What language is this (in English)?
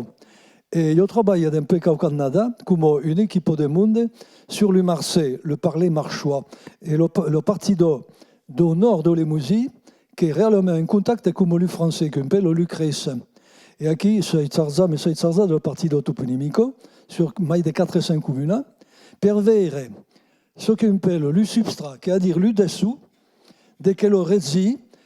Occitan